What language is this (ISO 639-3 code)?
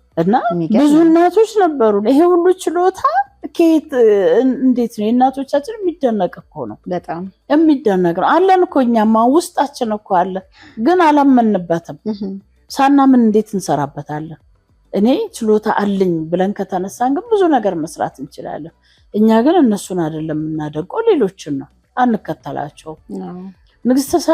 amh